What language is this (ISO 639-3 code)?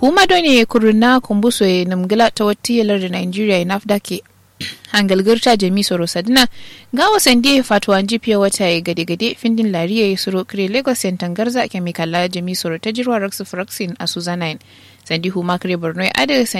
kau